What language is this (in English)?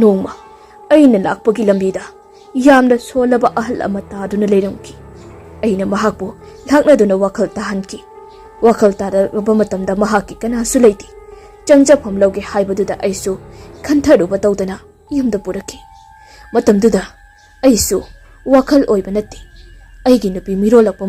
Manipuri